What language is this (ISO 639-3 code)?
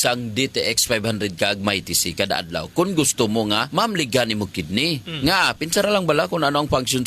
hil